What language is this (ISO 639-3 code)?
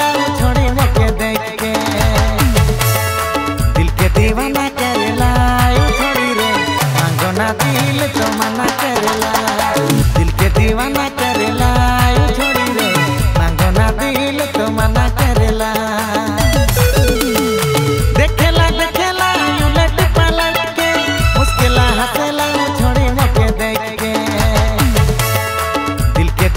sck